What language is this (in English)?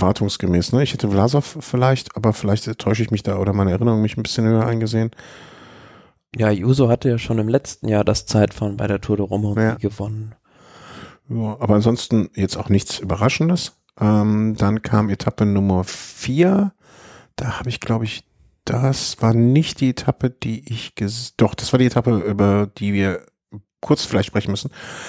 German